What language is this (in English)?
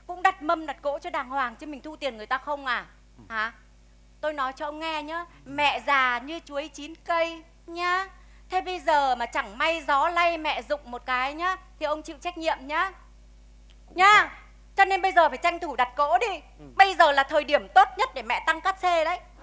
Vietnamese